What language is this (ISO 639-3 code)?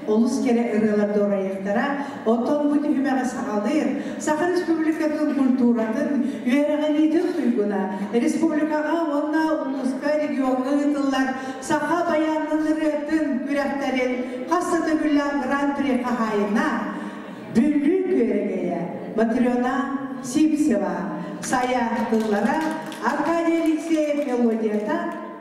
sah